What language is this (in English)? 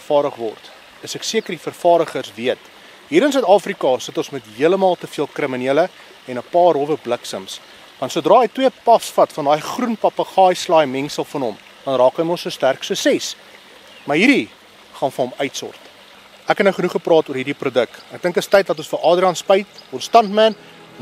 Afrikaans